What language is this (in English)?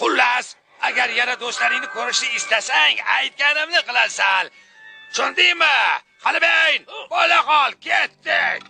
Uzbek